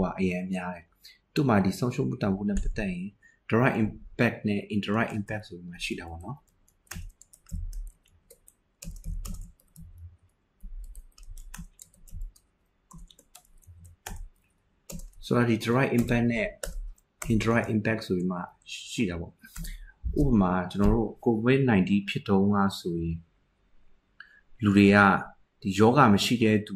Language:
Burmese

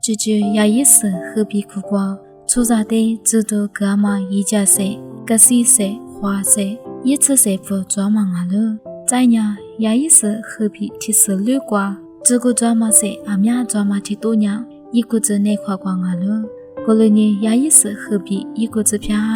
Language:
Lisu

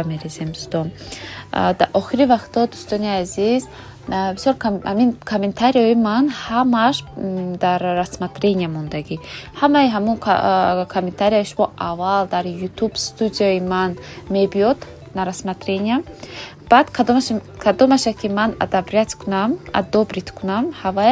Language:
Tajik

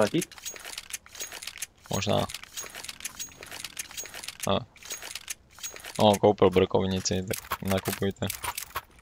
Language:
Czech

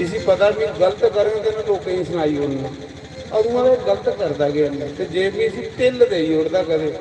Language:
Dogri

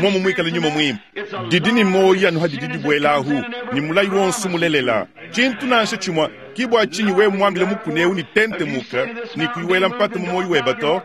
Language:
Luba-Lulua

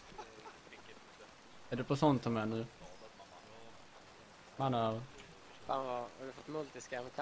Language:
Swedish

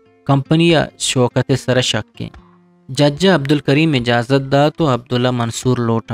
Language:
Eastern Balochi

